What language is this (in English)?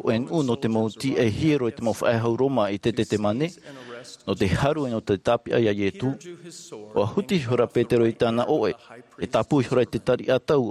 Tahitian